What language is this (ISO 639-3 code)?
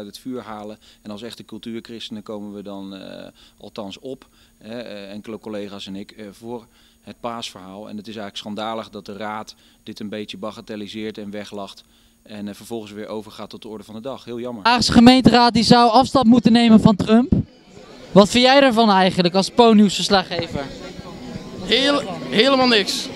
nld